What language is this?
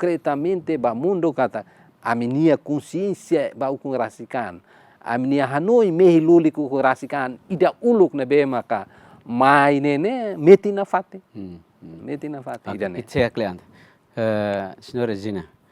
Tetum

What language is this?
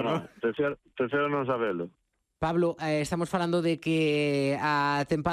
Galician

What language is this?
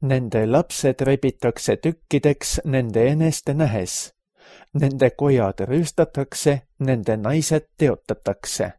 Estonian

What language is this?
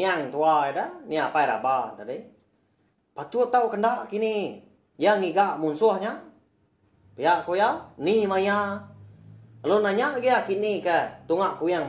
Iban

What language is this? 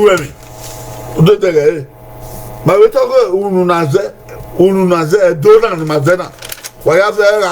Bini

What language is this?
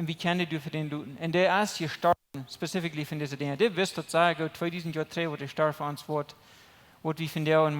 Plautdietsch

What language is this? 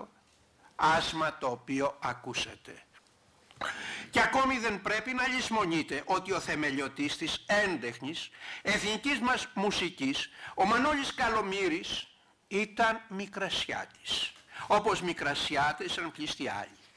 Greek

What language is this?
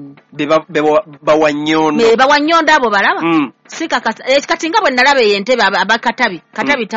Ganda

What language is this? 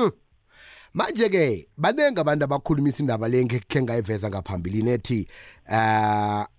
South Ndebele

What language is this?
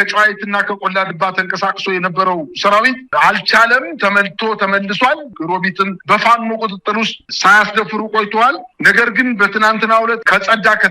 Amharic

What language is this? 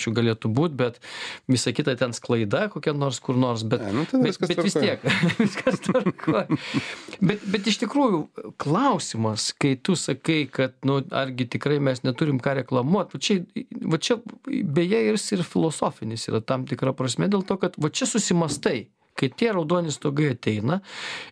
Lithuanian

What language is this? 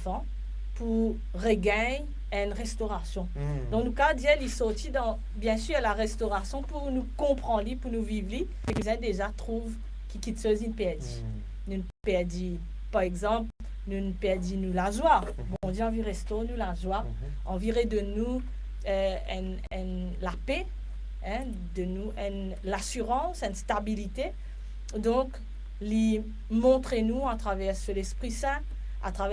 Morisyen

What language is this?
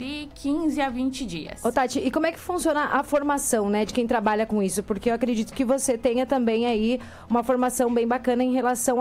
Portuguese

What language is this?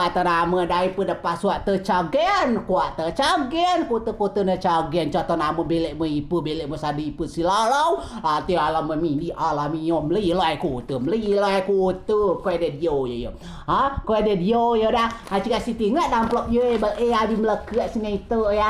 Rejang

